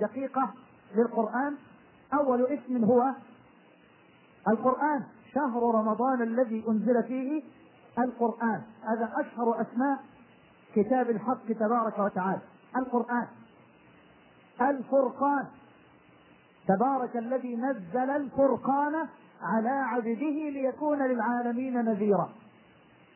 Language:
Arabic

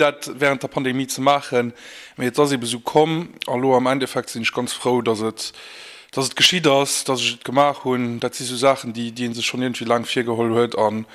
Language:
Luxembourgish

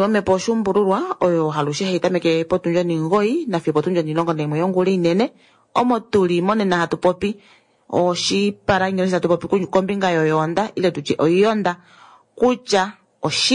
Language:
Kuanyama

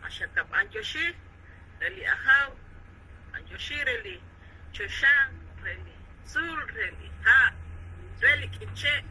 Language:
Kekchí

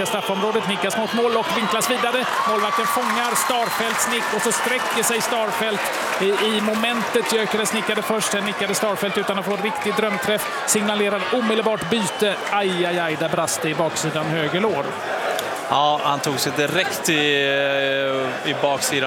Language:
Swedish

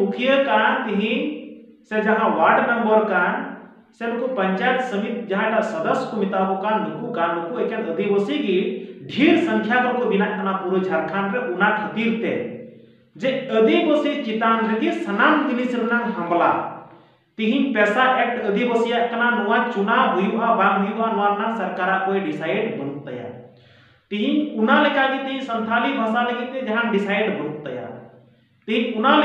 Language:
Santali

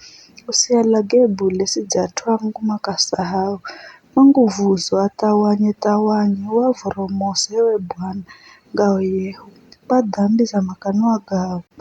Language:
Giryama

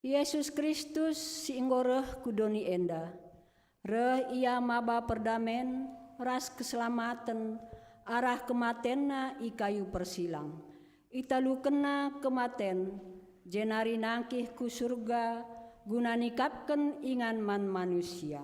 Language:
Batak Karo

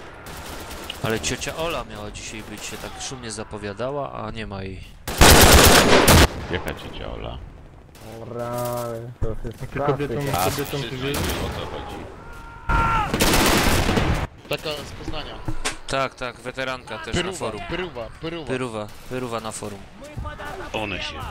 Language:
Polish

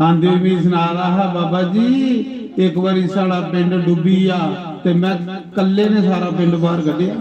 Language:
Dogri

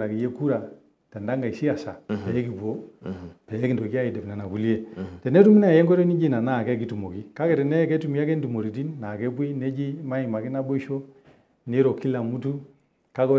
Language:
Masai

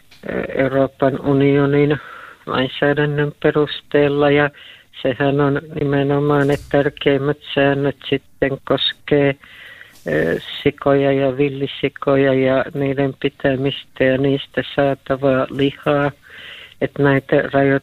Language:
Finnish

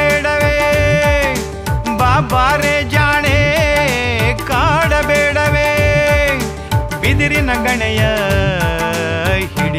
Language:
Kannada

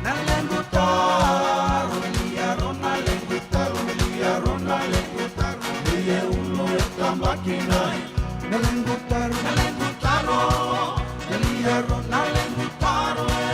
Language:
Fijian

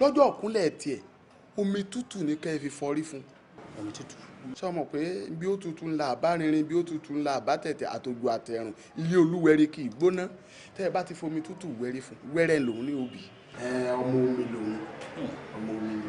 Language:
Yoruba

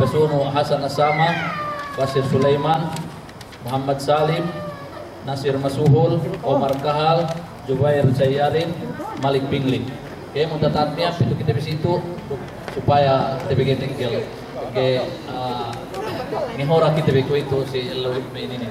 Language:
Yakan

